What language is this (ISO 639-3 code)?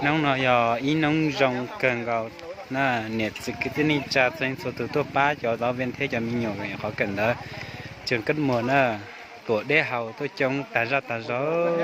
hmn